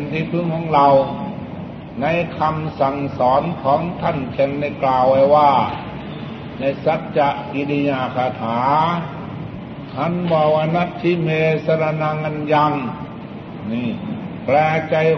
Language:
Thai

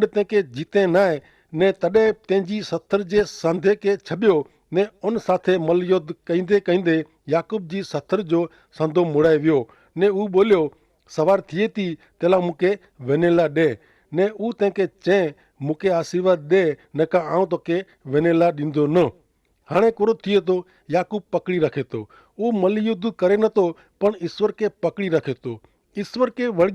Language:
Kachhi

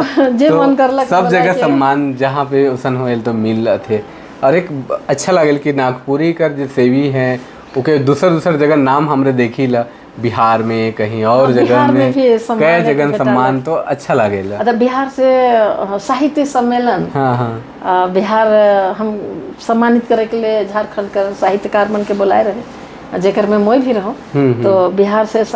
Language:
Sadri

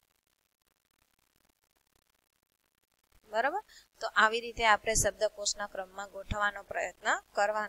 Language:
Gujarati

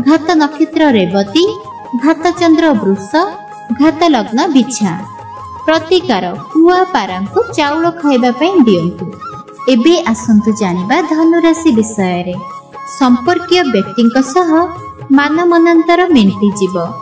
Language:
Odia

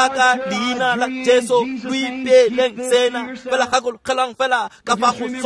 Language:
Tswana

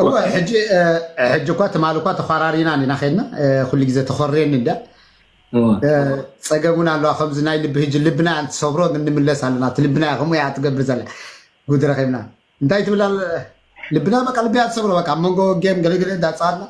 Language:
Tigrinya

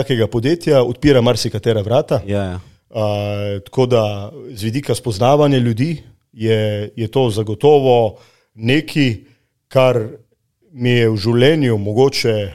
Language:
Slovenian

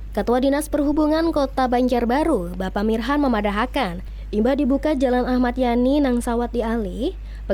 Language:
Banjar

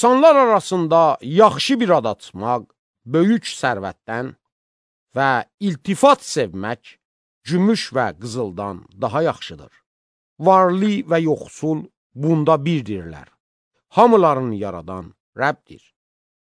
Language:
Azerbaijani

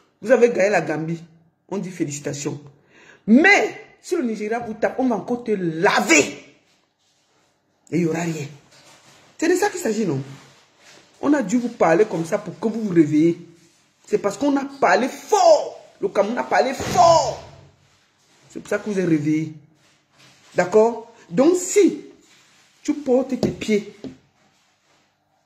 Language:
French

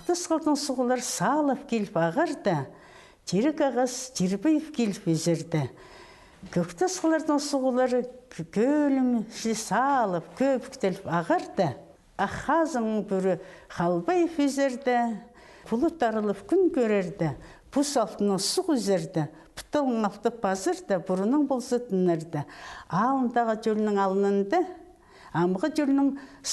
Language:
Khakas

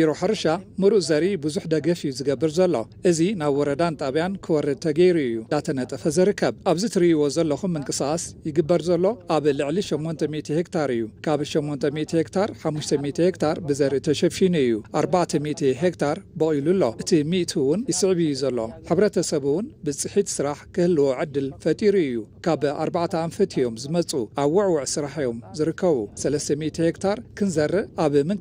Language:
Tigrinya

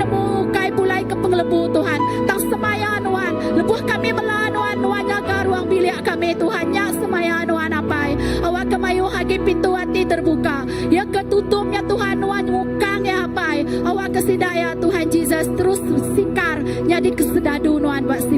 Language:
Iban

